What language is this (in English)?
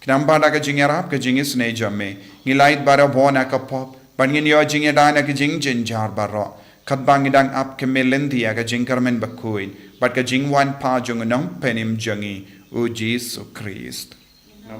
Khasi